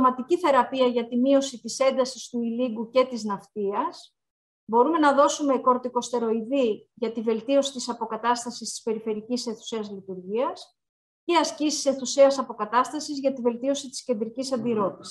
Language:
Greek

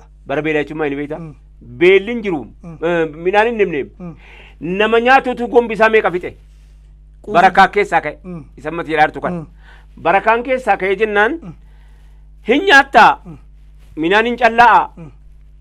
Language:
Oromo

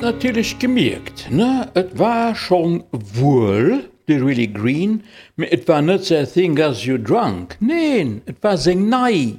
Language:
Luxembourgish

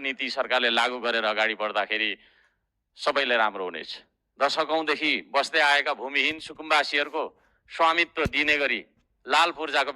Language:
Nepali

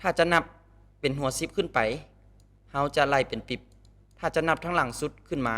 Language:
Lao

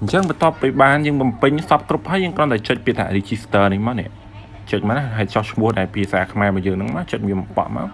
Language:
Khmer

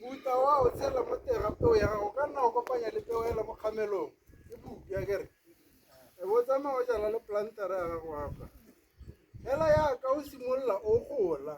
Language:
Tswana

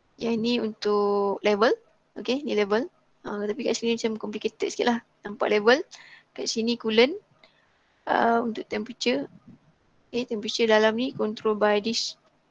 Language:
Malay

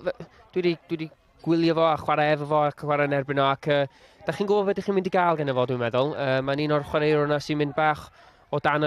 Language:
Welsh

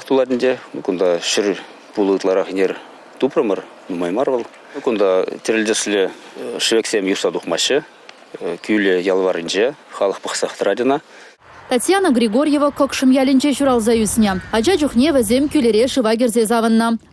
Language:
Chuvash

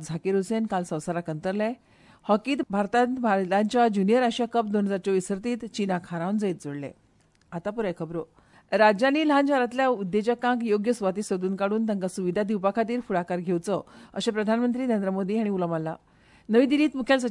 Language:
Konkani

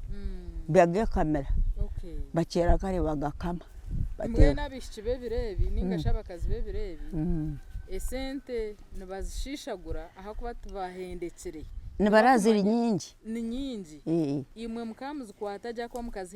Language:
Nyankole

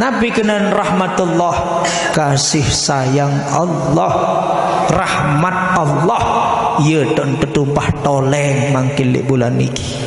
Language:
Sasak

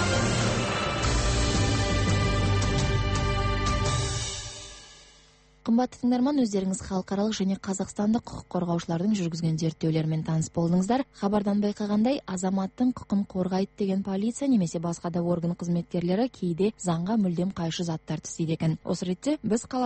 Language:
Kazakh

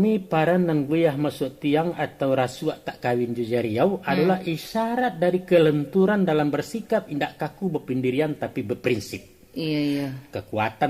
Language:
Minangkabau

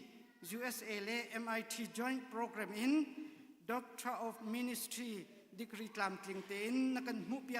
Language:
Hakha Chin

